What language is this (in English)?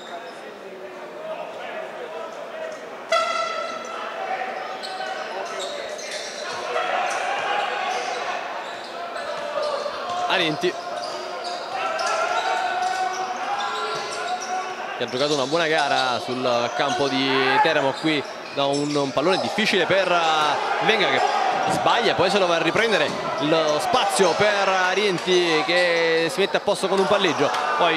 Italian